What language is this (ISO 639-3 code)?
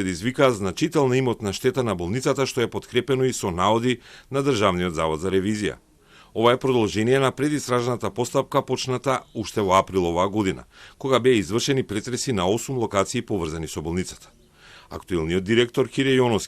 mkd